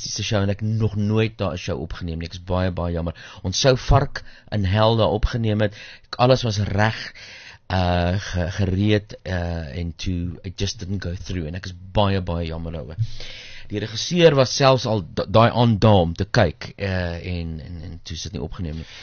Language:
Afrikaans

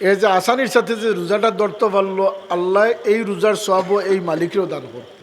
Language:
Sylheti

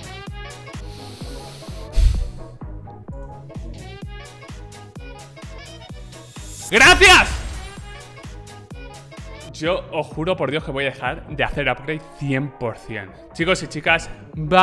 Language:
Spanish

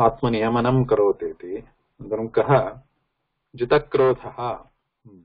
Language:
Sanskrit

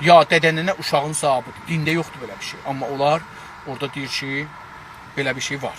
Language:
South Azerbaijani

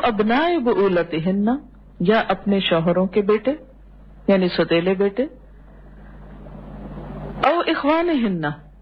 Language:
Urdu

